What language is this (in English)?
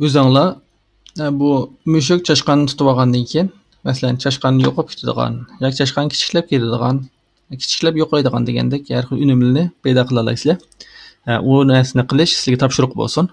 Uyghur